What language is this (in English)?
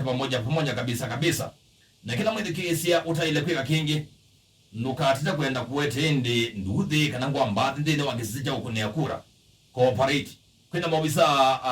Kamba